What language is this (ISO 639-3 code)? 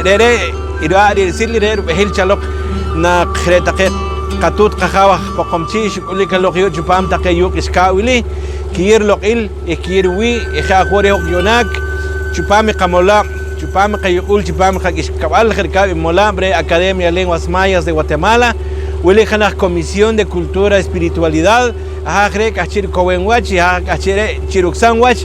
poh